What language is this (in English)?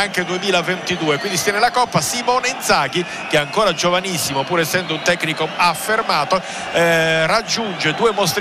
Italian